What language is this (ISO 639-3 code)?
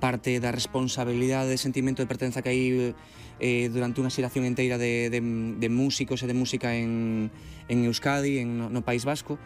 glg